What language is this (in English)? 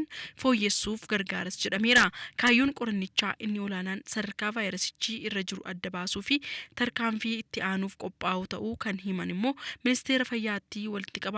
Oromo